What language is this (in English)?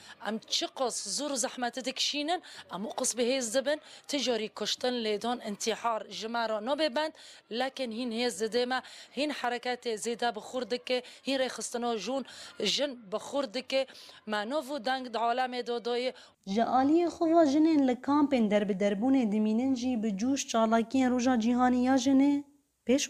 Kurdish